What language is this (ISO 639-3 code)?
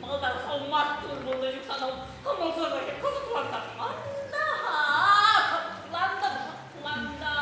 chv